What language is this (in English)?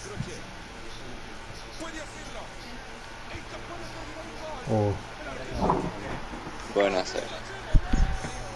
Spanish